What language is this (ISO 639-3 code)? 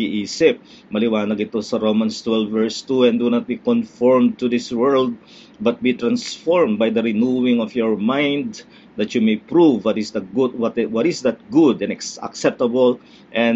fil